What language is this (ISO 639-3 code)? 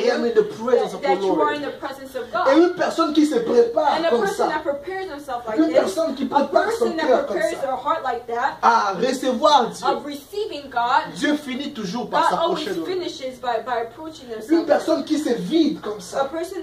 fra